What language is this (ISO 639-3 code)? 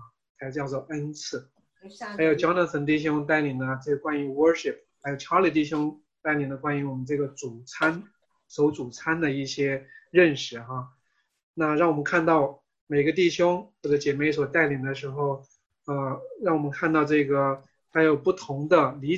zho